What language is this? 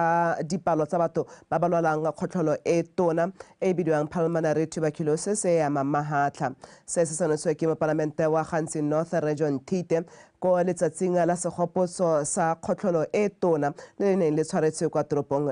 Tswana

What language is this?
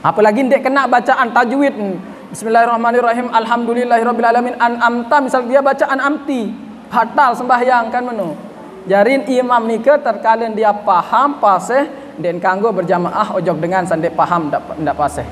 Sasak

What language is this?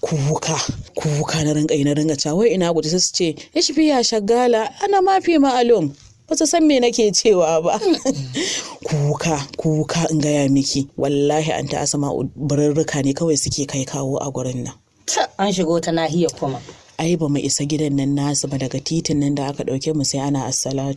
Hausa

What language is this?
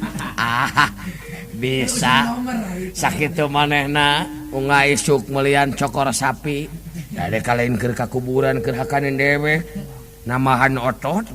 Sundanese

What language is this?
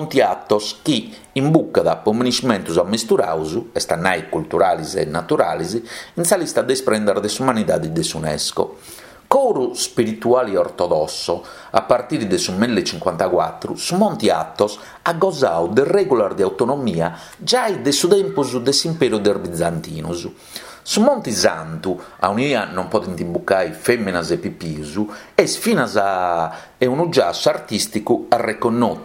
Sardinian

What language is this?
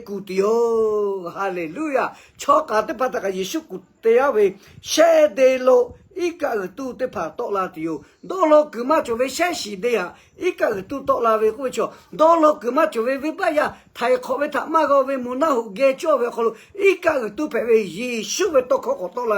Lahu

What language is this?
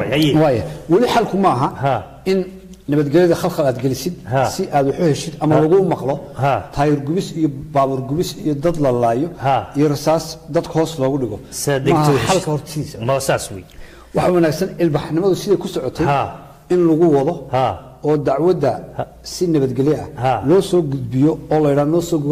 Somali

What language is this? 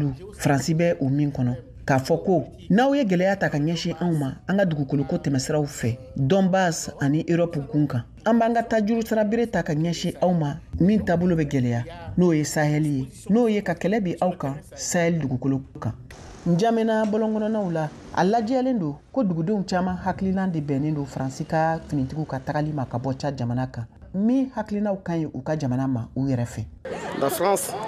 Bambara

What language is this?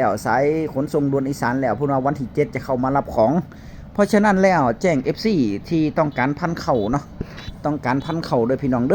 Northeastern Thai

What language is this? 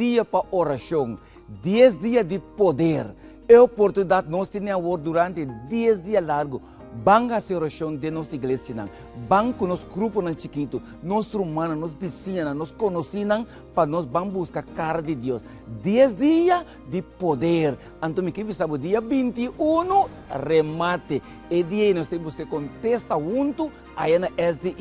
Papiamento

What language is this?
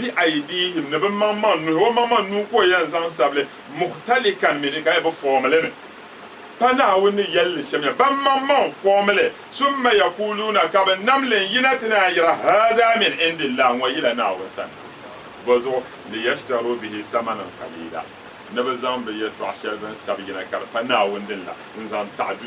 Dagbani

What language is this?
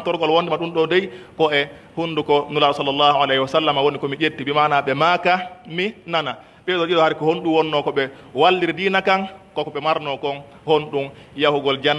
Pular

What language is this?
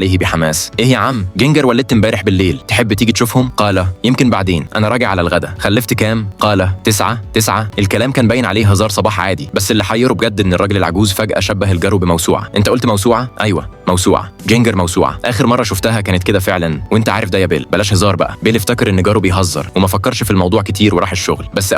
Egyptian Arabic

